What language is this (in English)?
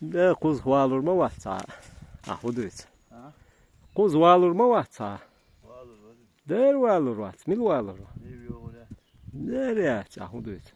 Chechen